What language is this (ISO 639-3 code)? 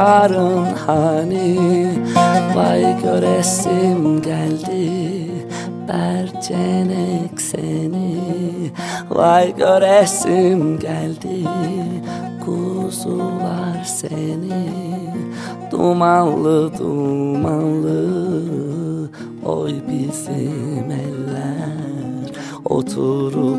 tur